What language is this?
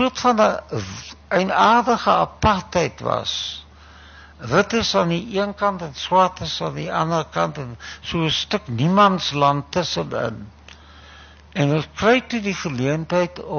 Afrikaans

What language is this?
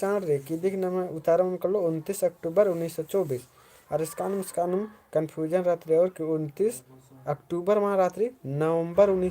Kurukh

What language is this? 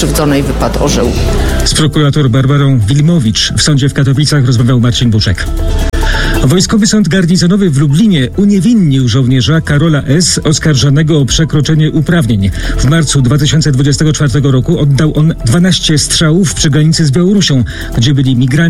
Polish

